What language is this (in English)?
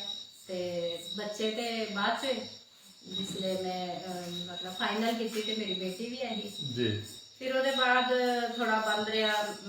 Dogri